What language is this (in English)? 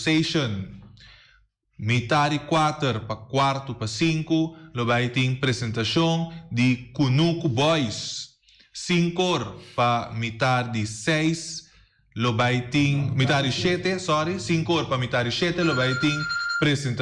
Papiamento